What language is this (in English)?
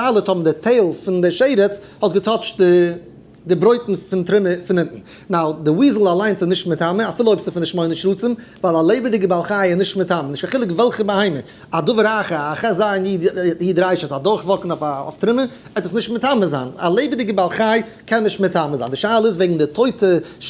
Yiddish